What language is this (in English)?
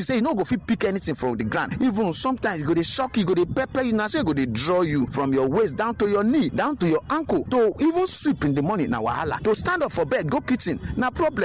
Nigerian Pidgin